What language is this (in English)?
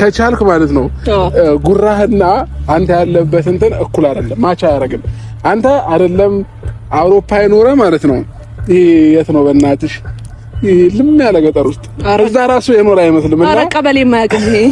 Amharic